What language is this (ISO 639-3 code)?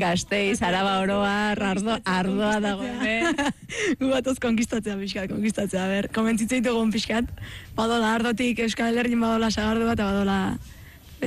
eus